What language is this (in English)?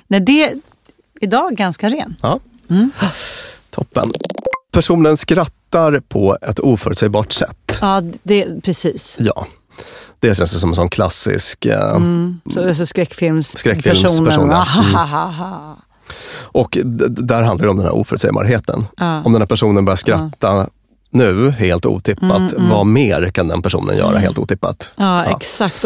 Swedish